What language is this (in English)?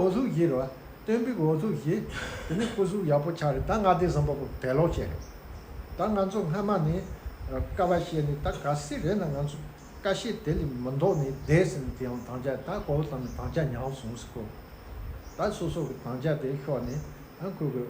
Tibetan